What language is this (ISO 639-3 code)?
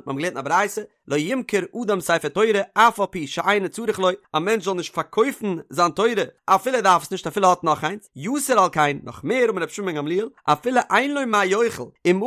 yid